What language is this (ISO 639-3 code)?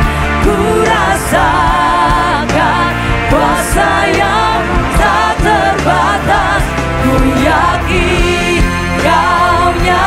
ind